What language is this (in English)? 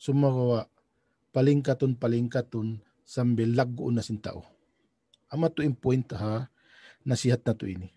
Tausug